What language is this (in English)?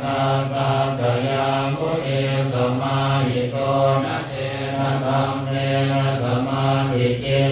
Pali